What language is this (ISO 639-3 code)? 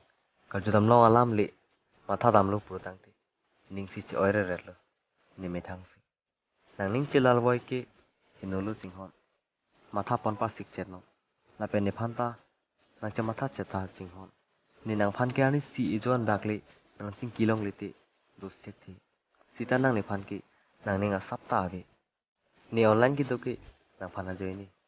mjw